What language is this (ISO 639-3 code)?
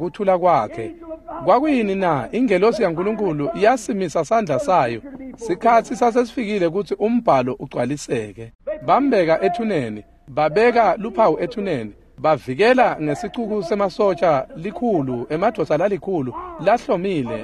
ssw